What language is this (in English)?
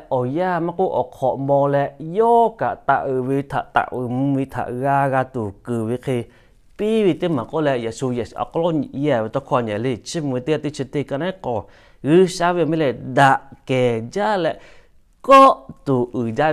Lahu